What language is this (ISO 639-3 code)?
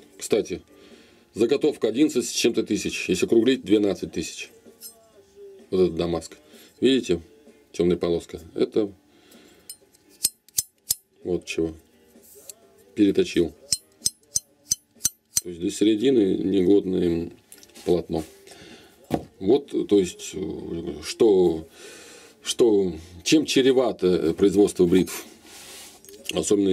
rus